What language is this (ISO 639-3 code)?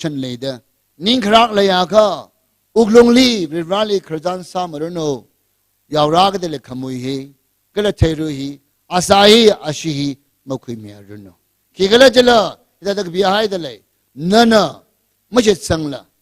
nmf